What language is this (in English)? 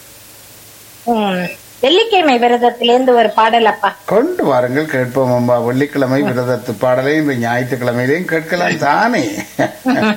Tamil